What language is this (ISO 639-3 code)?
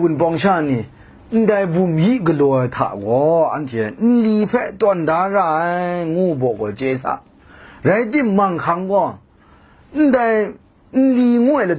kac